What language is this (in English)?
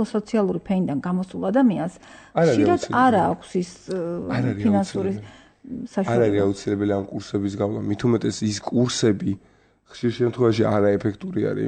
Georgian